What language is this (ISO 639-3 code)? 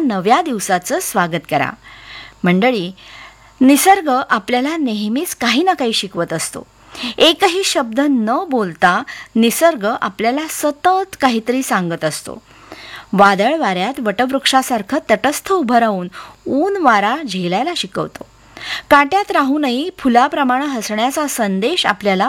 mar